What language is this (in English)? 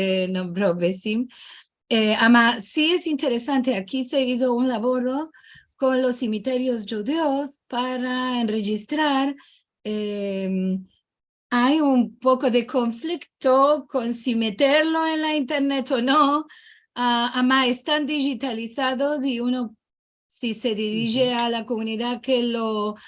Ladino